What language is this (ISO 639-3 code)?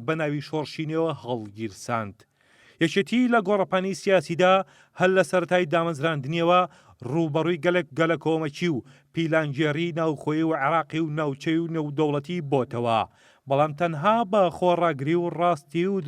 ckb